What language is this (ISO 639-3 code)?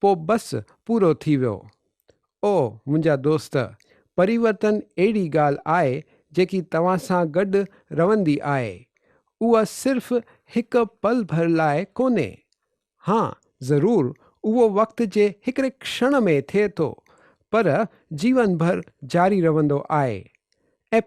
snd